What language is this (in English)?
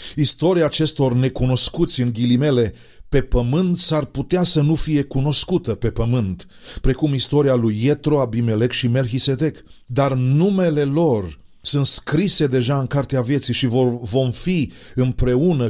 Romanian